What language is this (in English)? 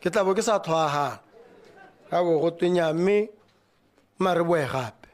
Tswana